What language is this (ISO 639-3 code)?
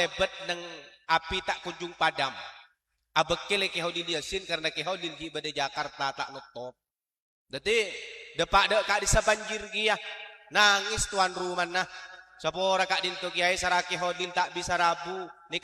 mad